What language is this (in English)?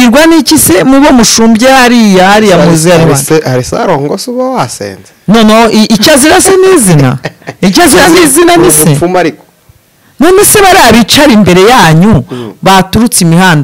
Kinyarwanda